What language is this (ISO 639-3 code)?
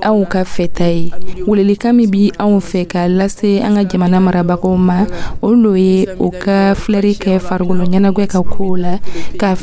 dyu